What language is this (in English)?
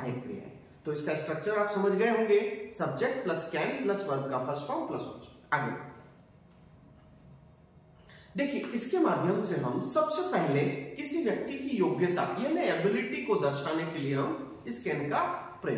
Hindi